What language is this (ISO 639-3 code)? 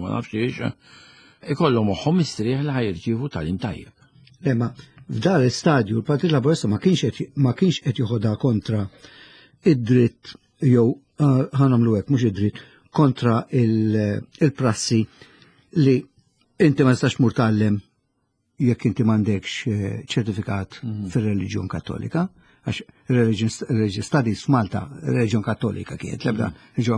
mlt